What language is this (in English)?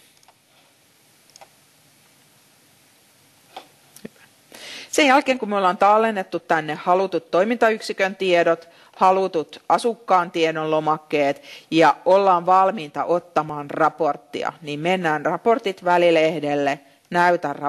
Finnish